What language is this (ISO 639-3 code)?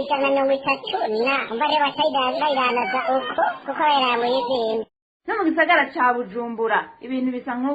run